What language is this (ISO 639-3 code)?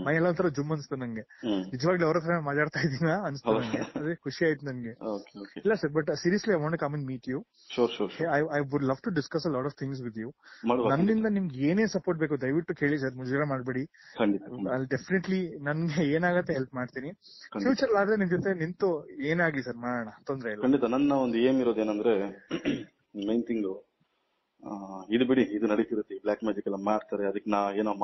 kan